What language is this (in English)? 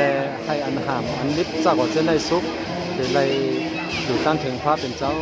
Shan